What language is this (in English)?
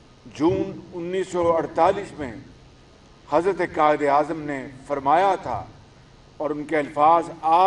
Urdu